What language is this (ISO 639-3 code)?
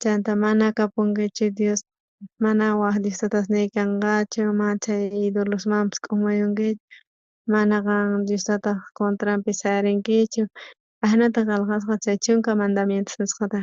quh